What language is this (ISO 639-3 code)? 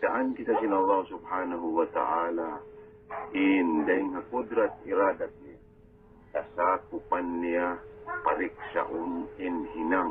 tsg